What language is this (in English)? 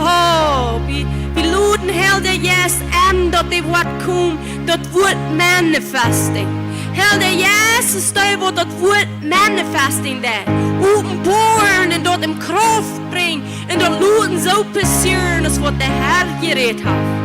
Plautdietsch